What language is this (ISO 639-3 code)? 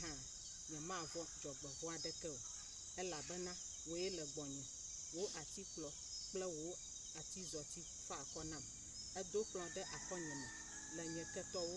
ewe